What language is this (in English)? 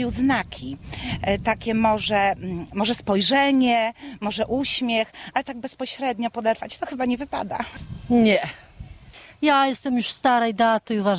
Polish